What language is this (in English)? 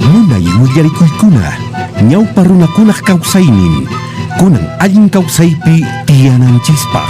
Quechua